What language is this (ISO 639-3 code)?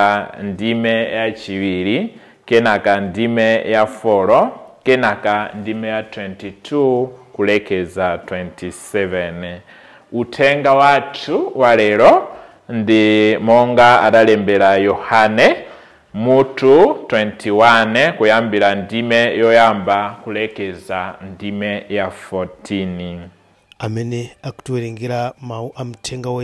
nya